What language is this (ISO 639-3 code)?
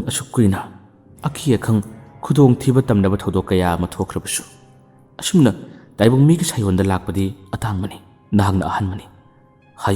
mni